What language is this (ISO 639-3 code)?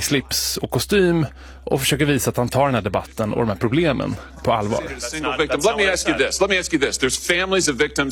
swe